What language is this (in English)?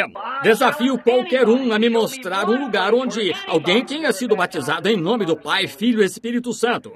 Portuguese